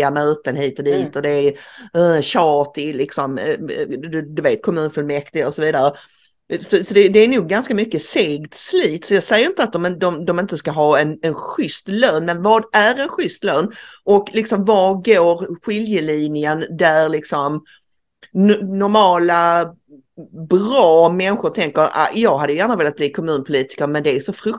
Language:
Swedish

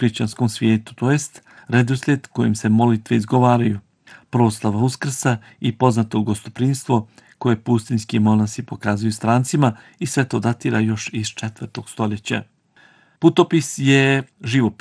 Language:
Bosnian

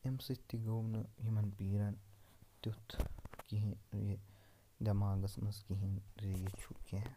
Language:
Kashmiri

